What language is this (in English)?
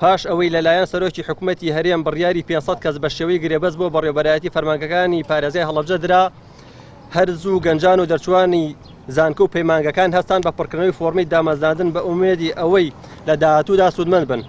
Central Kurdish